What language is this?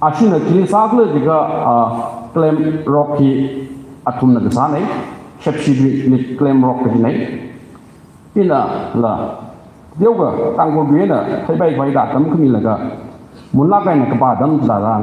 Tangkhul Naga (India)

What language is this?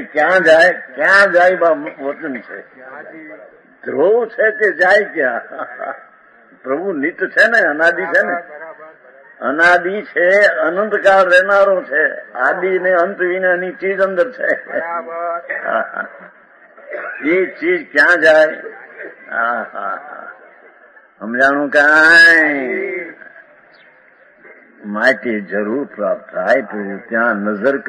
Gujarati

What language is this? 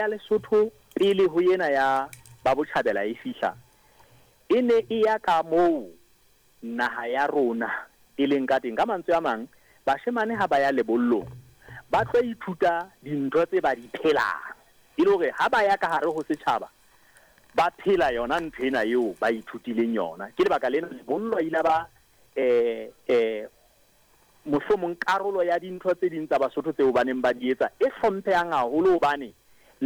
Southern Sotho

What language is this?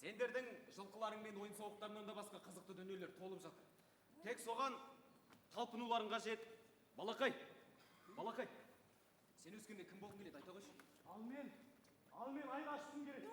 Kazakh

